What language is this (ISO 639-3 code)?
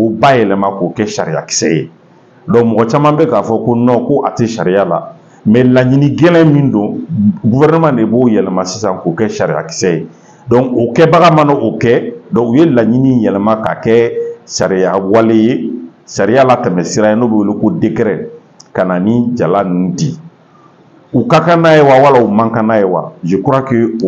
bam